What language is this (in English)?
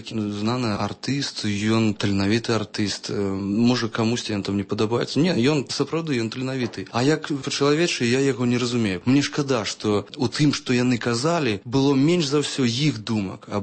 Belarusian